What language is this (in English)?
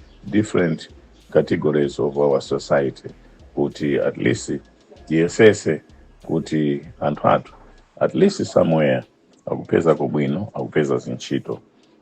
Nyanja